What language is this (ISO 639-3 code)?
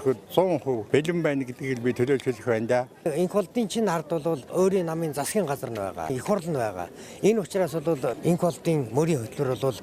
mon